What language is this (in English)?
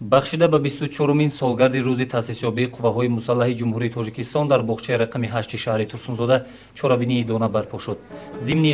Tajik